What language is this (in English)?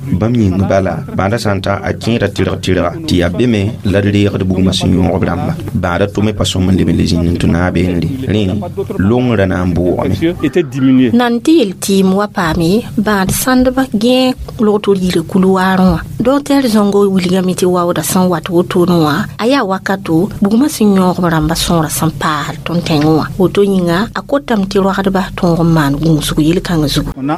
Mossi